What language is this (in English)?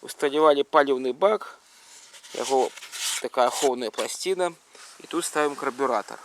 Belarusian